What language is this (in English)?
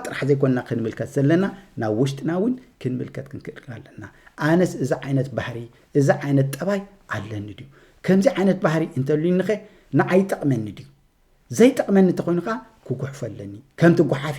Tigrinya